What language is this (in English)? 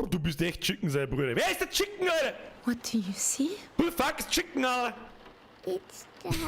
Bavarian